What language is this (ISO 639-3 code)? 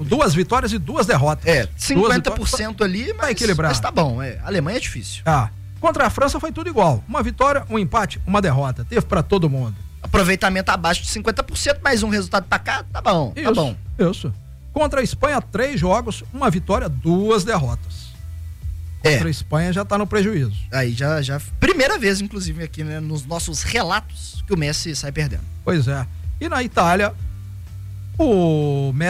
por